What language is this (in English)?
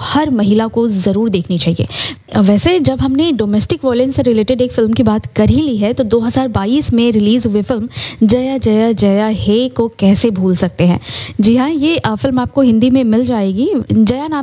Hindi